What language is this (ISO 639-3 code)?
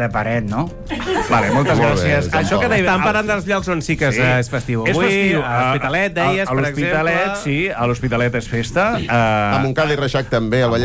cat